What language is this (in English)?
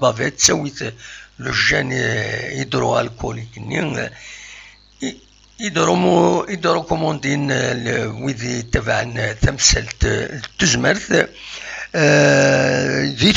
Kabyle